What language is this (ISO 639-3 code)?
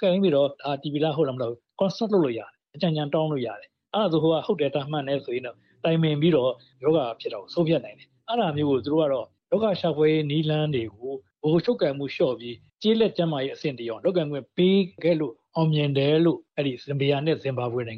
mya